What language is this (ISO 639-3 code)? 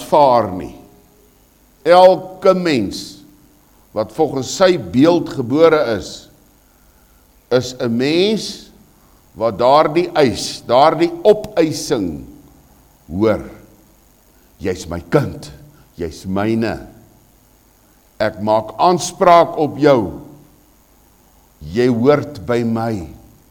afr